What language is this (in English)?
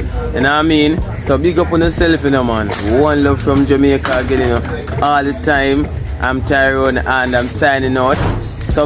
Jamaican Creole English